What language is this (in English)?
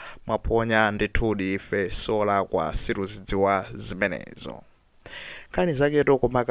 Nyanja